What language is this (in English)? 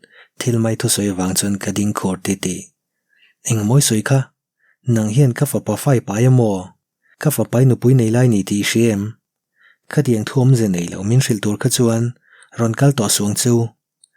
Mizo